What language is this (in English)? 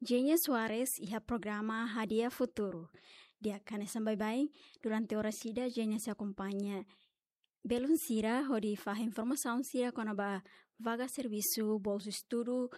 Tetum